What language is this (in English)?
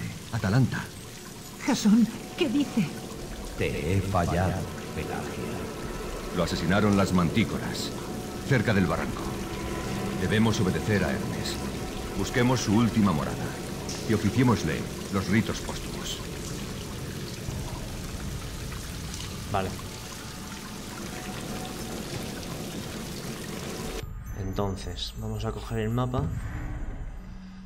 Spanish